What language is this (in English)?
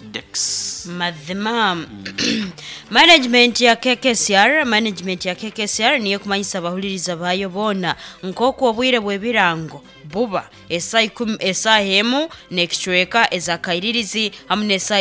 Nyoro